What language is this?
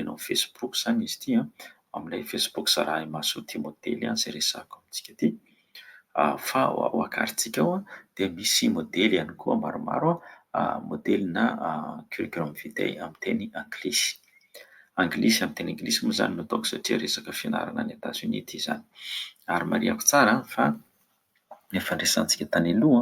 Malagasy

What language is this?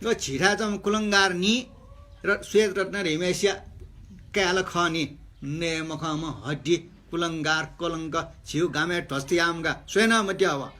Newari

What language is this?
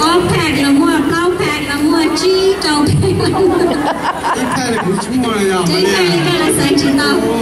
Hmong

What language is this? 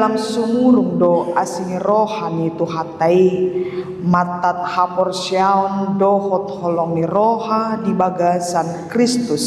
Batak Toba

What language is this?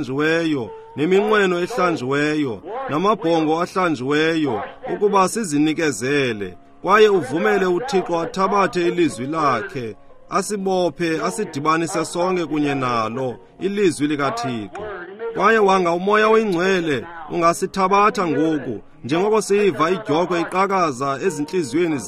Xhosa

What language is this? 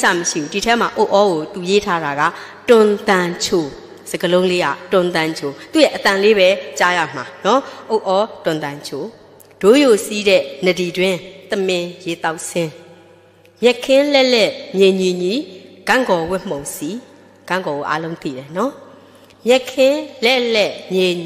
Burmese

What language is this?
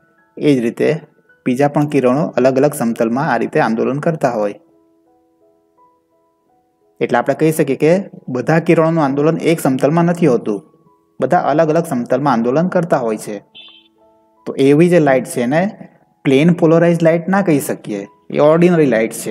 Gujarati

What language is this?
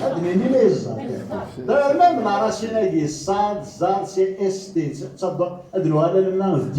Kabyle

